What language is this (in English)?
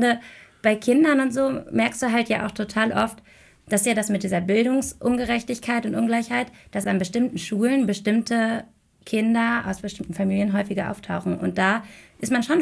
German